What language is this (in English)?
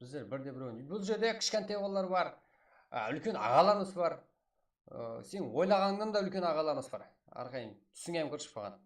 Kara-Kalpak